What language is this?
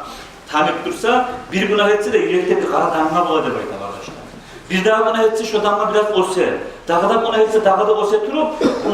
Kumyk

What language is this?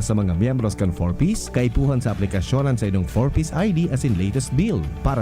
Bikol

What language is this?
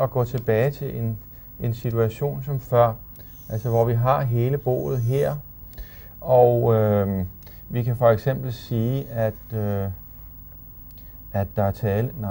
Danish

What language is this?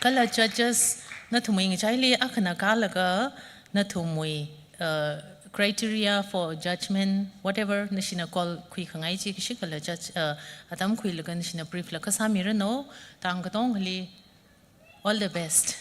Tangkhul Naga (India)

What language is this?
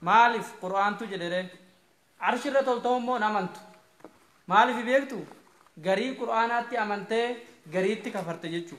Oromo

